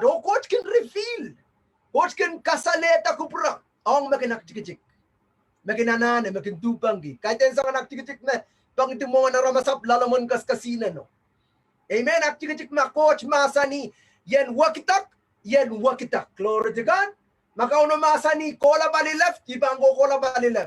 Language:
Pohnpeian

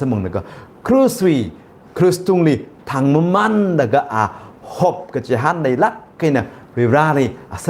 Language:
Tangkhul Naga (India)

